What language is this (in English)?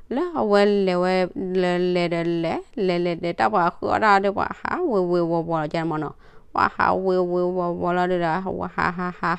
S'gaw Karen